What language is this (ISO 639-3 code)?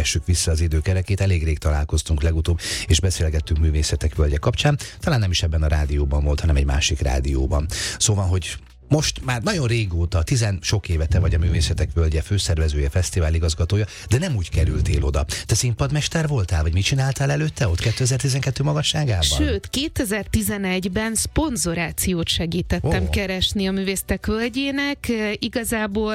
hun